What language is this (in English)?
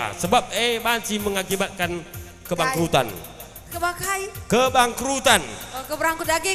Batak Karo